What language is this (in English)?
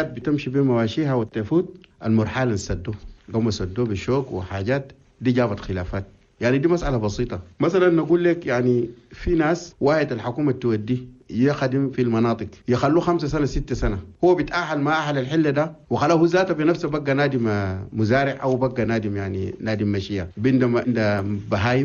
Chadian Arabic